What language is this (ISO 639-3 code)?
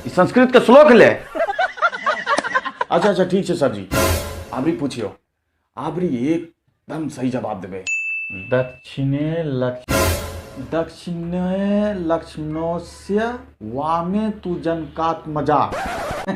anp